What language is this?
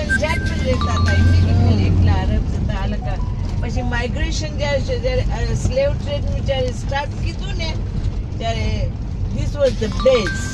Gujarati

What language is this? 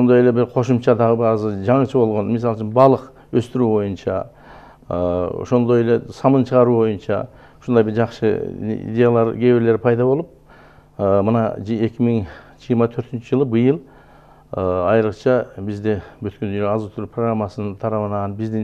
Kyrgyz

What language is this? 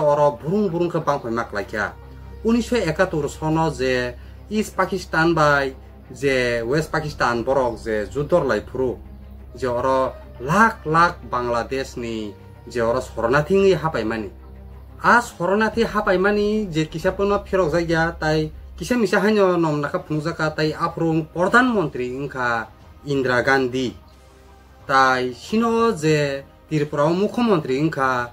Kok Borok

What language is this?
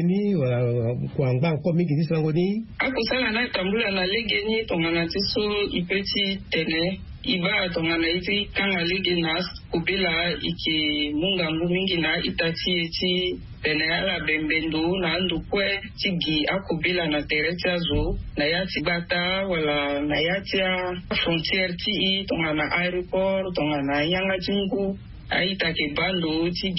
Sango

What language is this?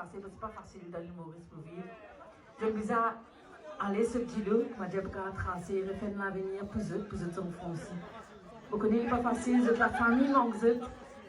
Morisyen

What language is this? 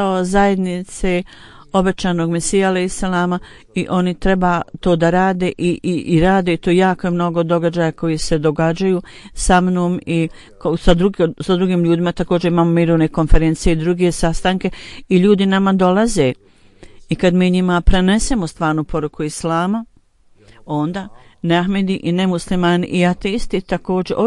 Bosnian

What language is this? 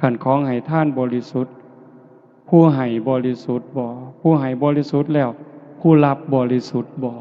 Northeastern Thai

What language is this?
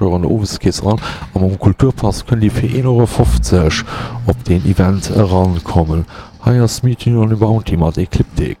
Luxembourgish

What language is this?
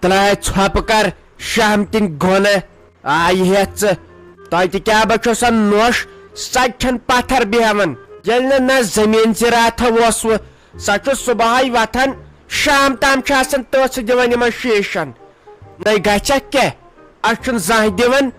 Kashmiri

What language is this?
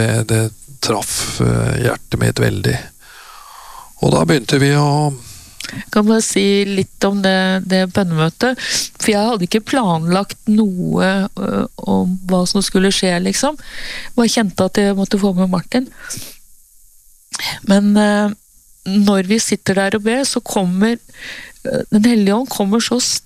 Norwegian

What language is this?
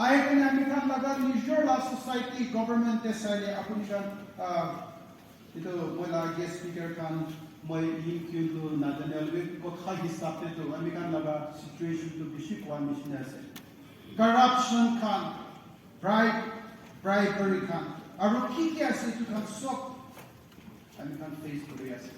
Naga Pidgin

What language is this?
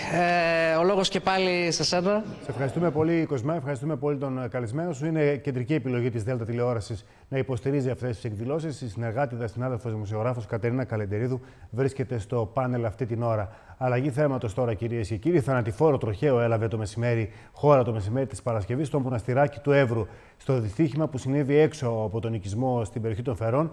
Greek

